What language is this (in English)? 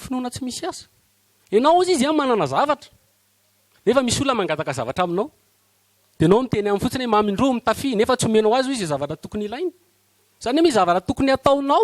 Malagasy